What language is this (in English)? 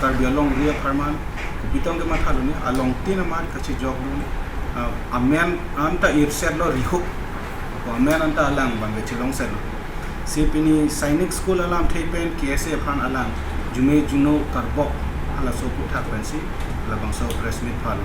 Karbi